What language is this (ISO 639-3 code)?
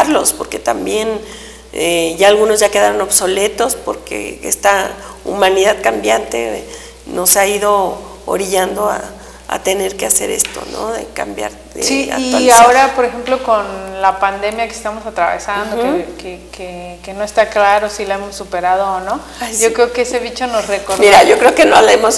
spa